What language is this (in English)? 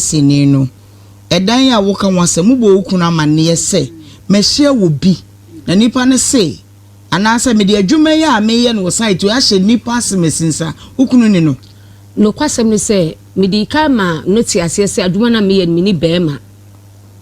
Akan